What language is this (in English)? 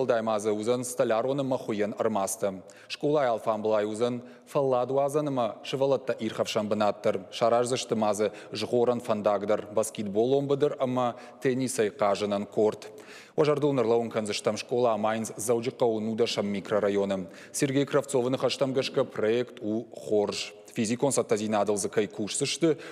Ossetic